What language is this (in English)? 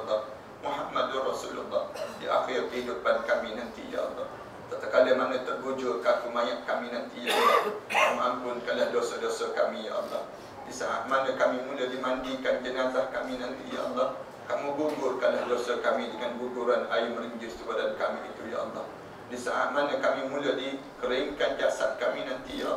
Malay